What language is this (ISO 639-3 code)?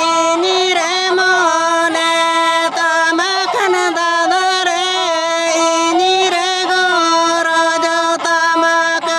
sat